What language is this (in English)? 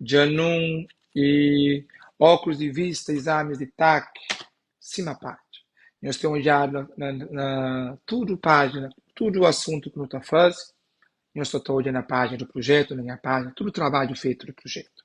Kabuverdianu